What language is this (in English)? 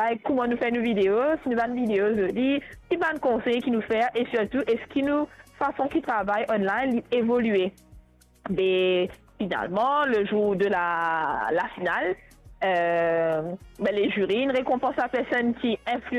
Morisyen